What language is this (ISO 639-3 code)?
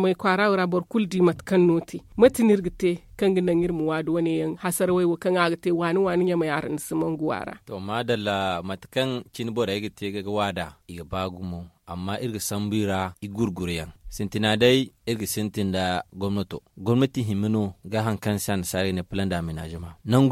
dje